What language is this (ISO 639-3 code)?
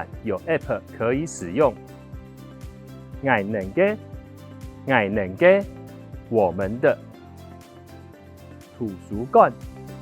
hak